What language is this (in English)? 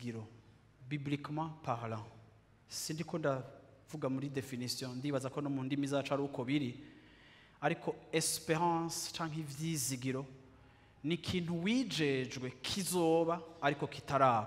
Rundi